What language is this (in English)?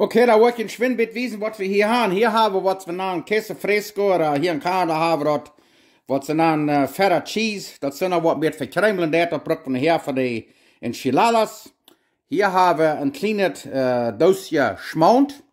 Plautdietsch